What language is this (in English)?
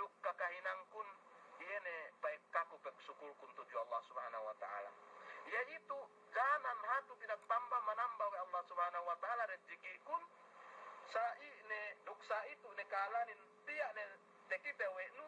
Yakan